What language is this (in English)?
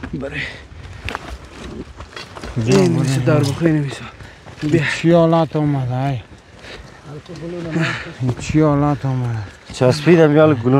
Persian